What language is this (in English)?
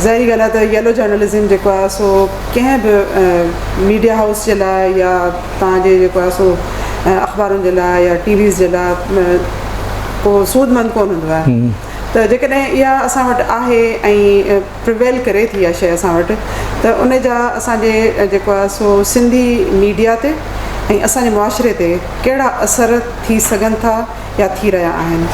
Sindhi